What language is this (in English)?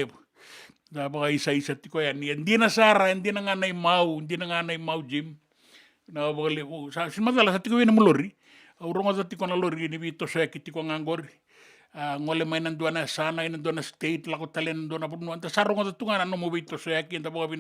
Fijian